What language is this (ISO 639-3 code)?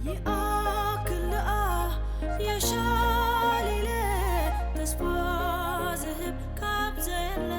tir